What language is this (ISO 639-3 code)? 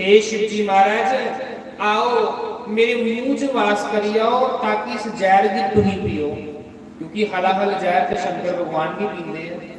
doi